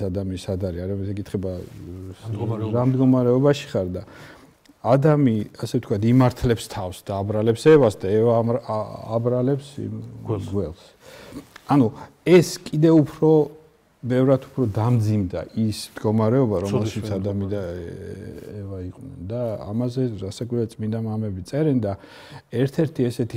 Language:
Georgian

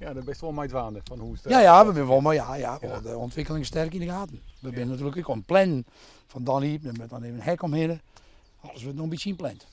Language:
Western Frisian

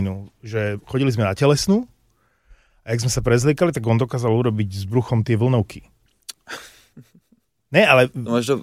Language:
Slovak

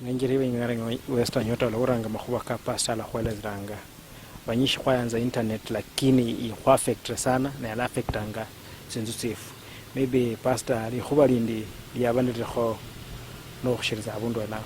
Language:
Luyia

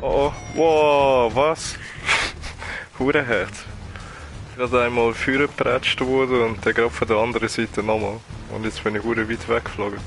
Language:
Swiss German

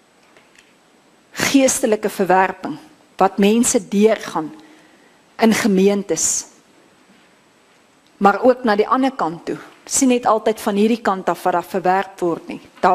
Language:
Afrikaans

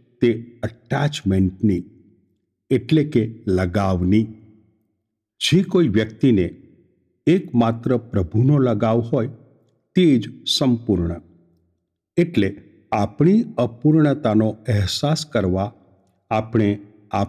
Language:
Gujarati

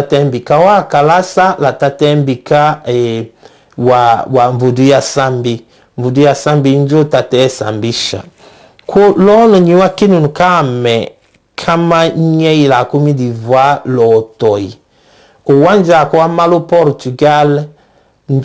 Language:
Tetela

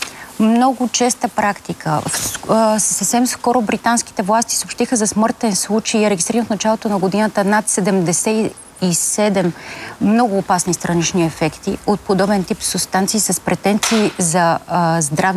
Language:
Bulgarian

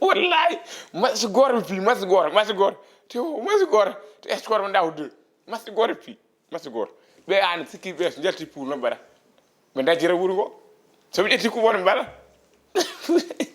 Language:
Fula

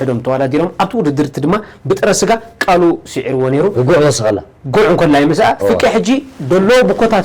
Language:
Tigrinya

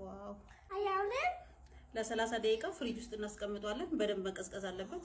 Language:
Amharic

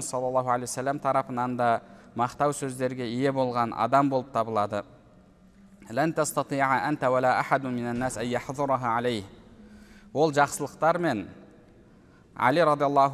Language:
Kazakh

